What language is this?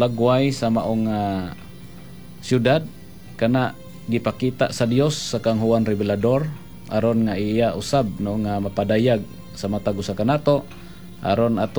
Cebuano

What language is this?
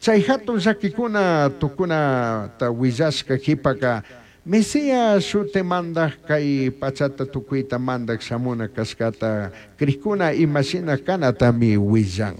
Chimborazo Highland Quichua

